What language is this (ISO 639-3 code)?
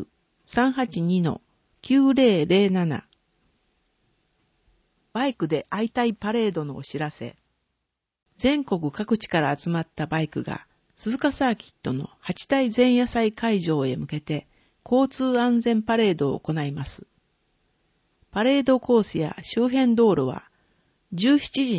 jpn